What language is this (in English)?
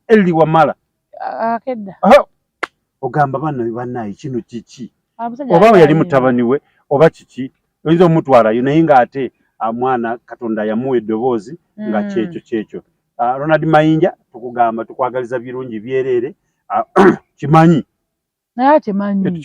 Ganda